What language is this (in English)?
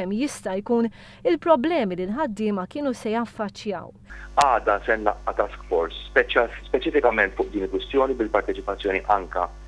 Maltese